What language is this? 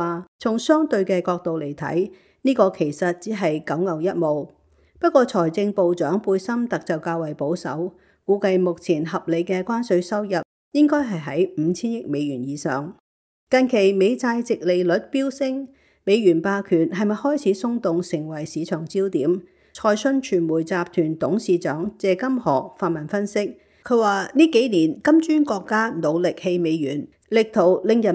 Cantonese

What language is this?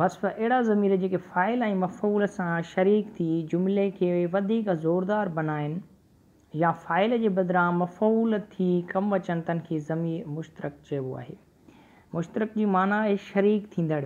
Sindhi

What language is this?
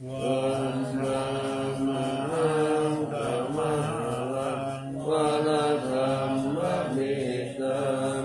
Pali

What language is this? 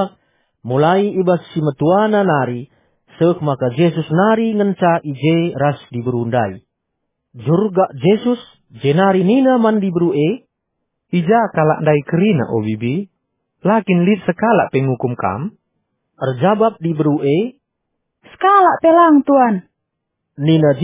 Batak Karo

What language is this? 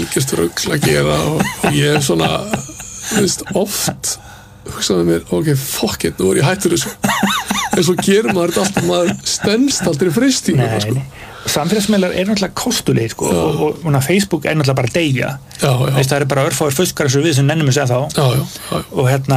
Icelandic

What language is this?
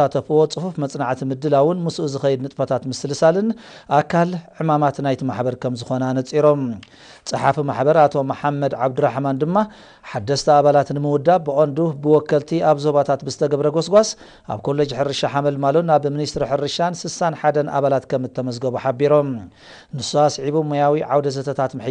Tigrinya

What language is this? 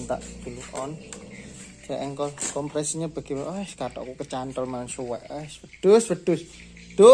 Indonesian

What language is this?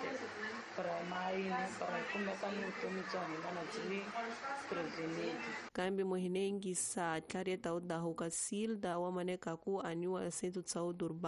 Tsonga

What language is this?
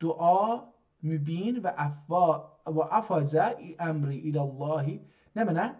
South Azerbaijani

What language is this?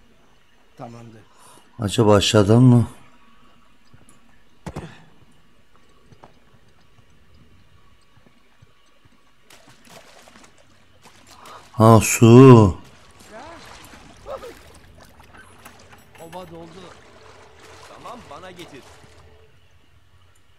Turkish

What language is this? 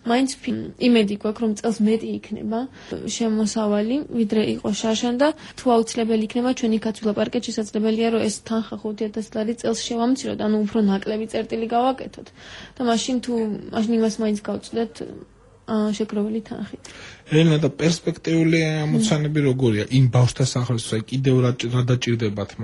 Georgian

